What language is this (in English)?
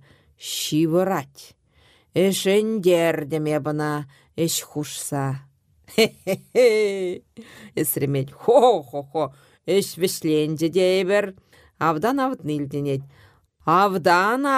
Chuvash